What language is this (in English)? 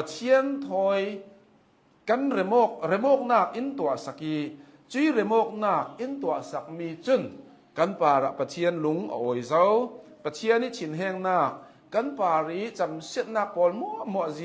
Hakha Chin